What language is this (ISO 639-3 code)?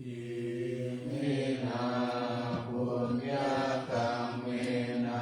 pli